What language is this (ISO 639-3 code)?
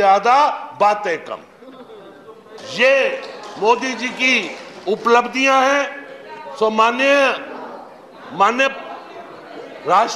hin